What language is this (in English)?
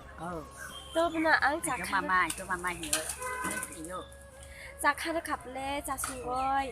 Kok Borok